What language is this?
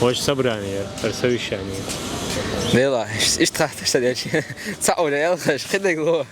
Chechen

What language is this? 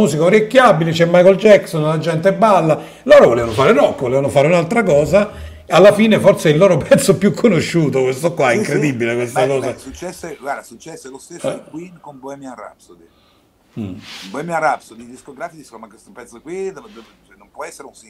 Italian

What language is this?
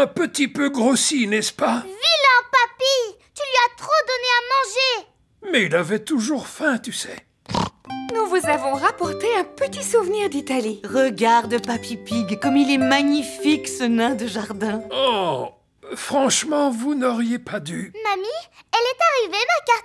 French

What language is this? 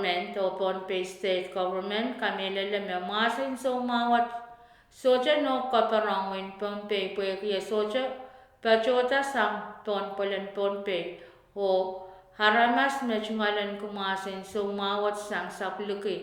Pohnpeian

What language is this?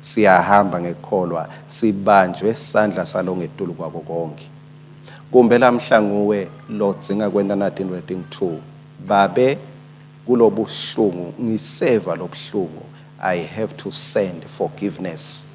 Swati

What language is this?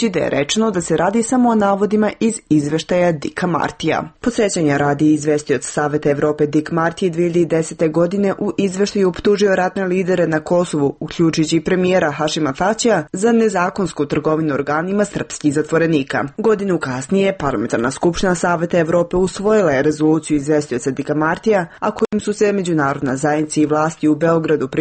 Serbian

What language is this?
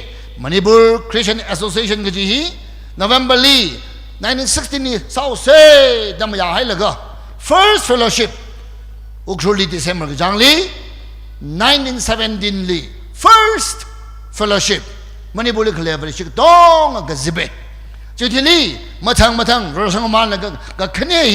Tangkhul Naga (India)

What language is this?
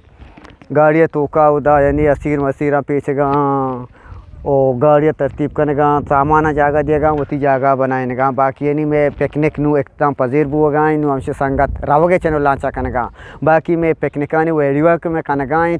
Eastern Balochi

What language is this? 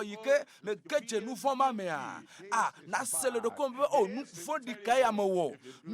Ewe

